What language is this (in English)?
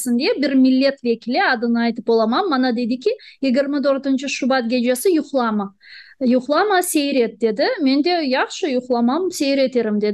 Crimean Tatar